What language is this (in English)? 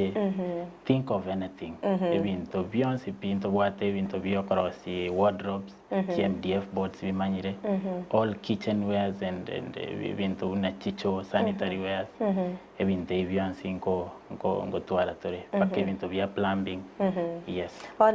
Gusii